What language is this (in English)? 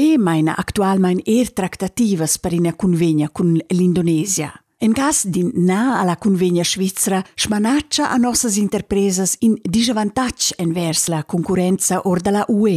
Romansh